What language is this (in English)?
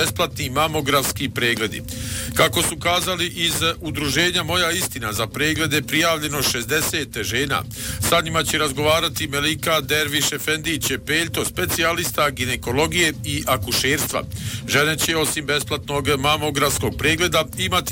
Bosnian